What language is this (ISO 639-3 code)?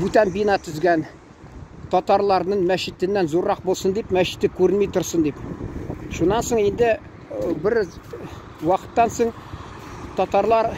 tat